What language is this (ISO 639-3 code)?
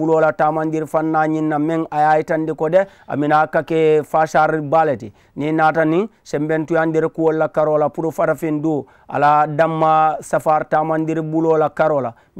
man